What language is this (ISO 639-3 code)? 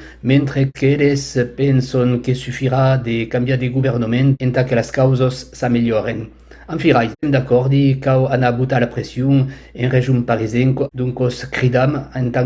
oci